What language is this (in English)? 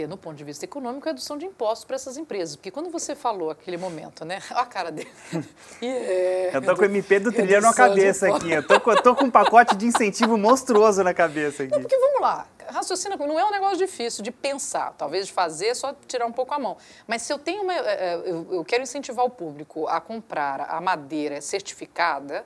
Portuguese